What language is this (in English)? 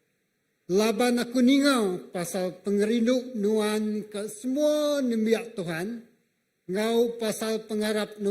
Iban